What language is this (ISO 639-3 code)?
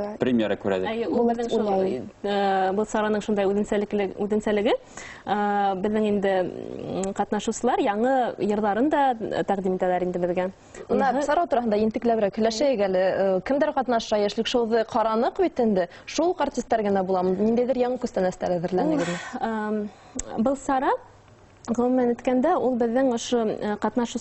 bak